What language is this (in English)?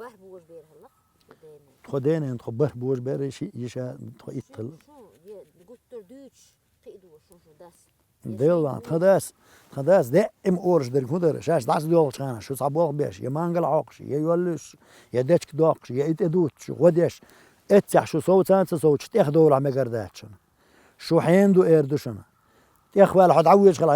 Chechen